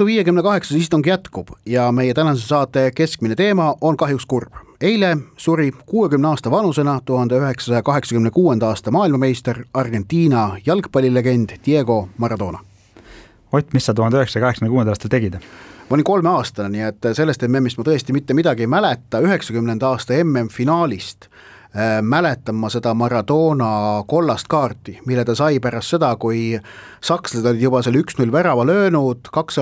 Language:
Estonian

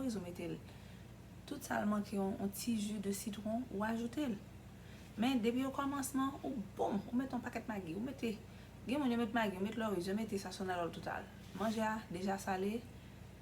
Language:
Haitian Creole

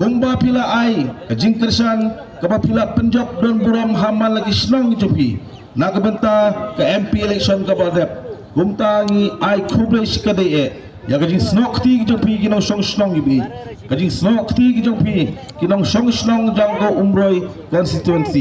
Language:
Khasi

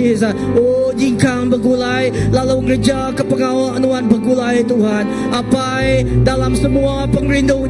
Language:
Iban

